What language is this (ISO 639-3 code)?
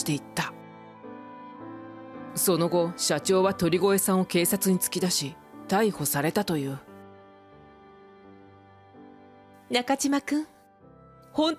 jpn